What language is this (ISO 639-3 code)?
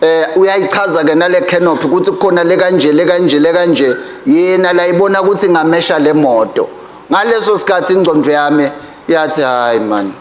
ssw